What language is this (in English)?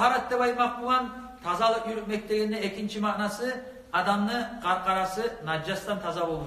Kumyk